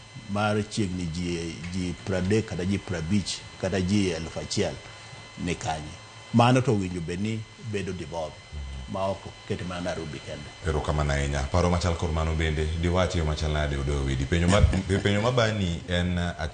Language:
Luo (Kenya and Tanzania)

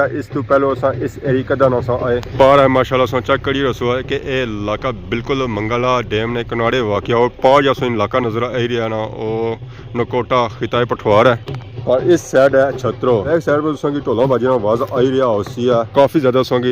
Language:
Pahari-Potwari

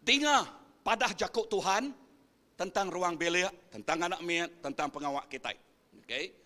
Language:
Iban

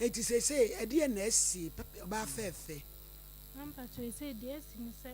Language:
Akan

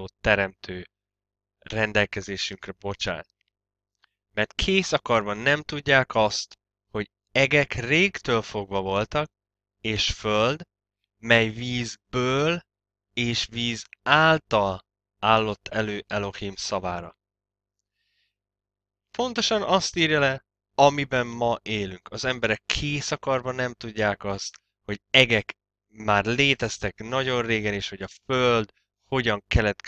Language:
Hungarian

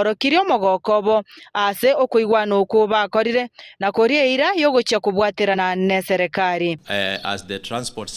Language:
Gusii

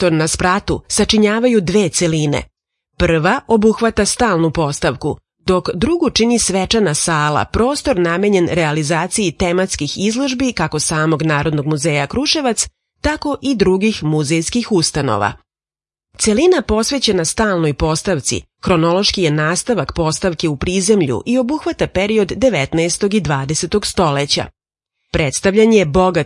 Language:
Serbian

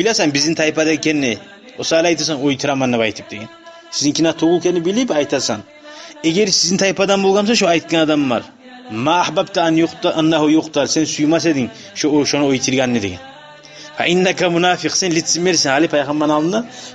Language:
Kumyk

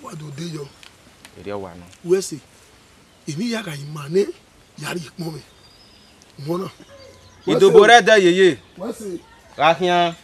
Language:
Bini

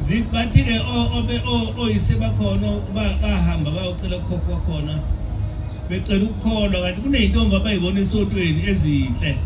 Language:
Zulu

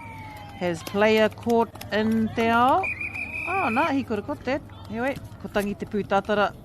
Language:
Māori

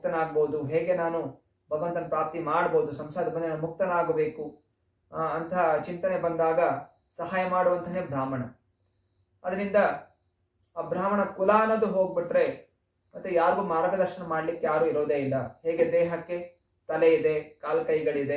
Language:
Kannada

